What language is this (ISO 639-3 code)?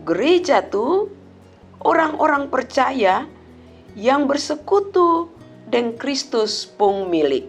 mkn